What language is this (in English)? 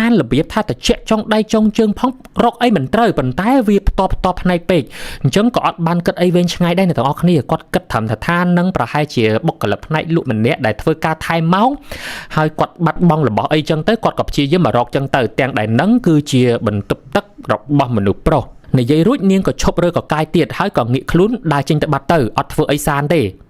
Khmer